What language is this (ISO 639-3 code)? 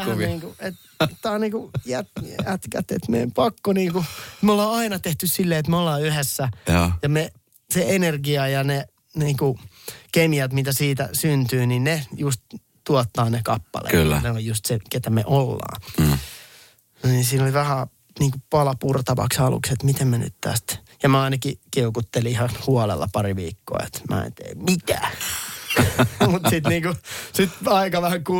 fin